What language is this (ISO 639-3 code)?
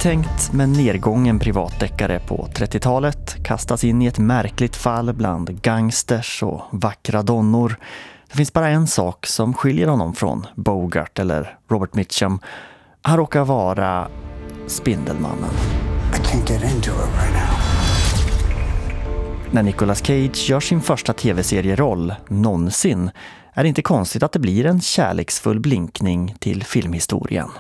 swe